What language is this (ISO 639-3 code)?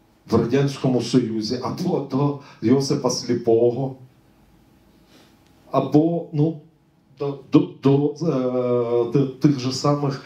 ukr